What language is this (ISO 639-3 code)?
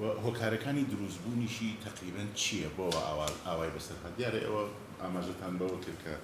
ckb